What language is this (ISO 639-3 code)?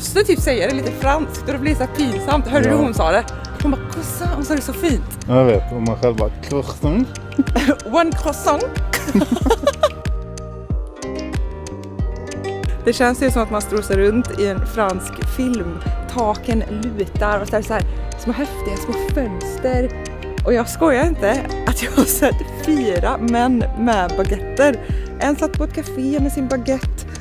swe